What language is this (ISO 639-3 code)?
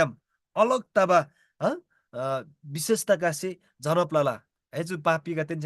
taj